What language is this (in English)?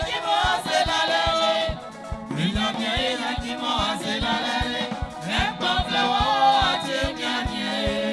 Baoulé